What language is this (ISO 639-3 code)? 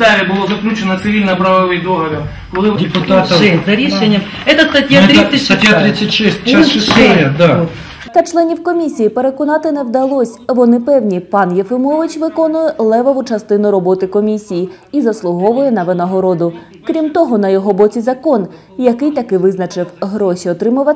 ukr